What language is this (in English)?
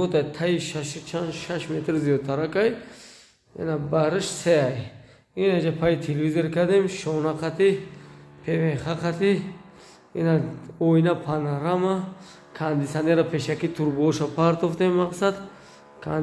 Tajik